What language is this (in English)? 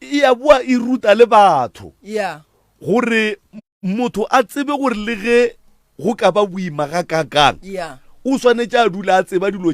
Northern Sotho